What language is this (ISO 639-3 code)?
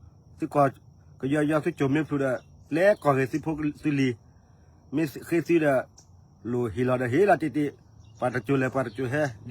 ksw